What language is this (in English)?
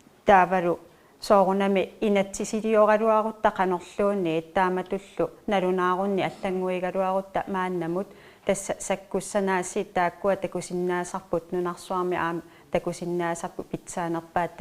Kalaallisut